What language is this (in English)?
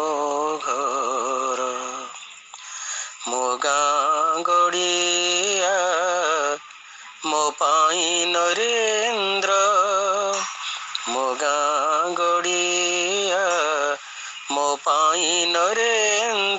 Odia